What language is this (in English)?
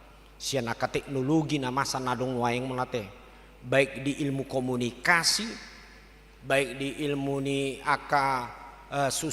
Batak Toba